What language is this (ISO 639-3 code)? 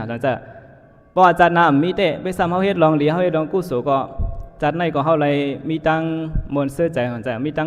shn